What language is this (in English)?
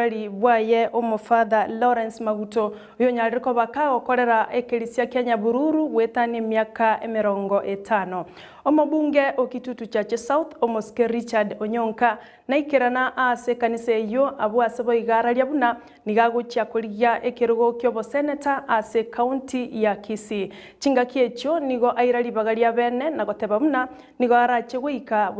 Gusii